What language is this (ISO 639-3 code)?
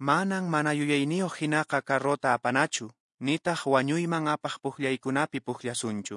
que